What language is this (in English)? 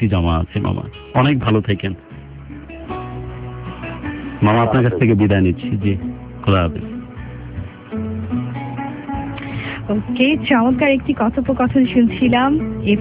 Bangla